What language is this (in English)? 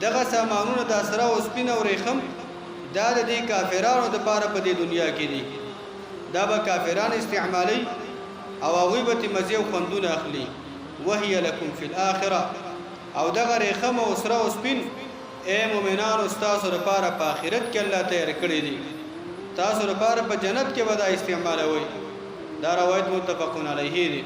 Pashto